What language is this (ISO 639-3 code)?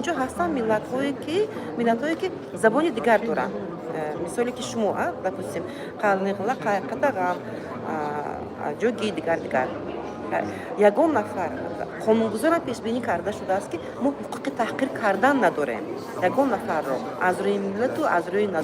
tgk